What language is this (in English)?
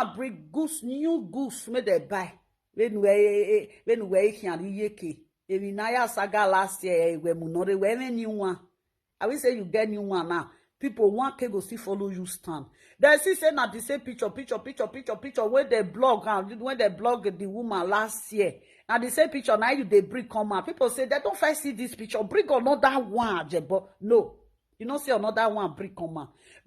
Nigerian Pidgin